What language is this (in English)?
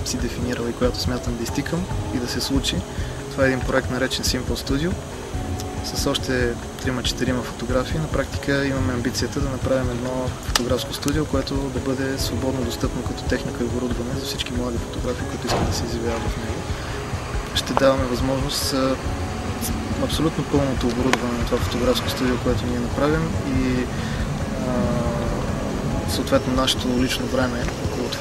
Bulgarian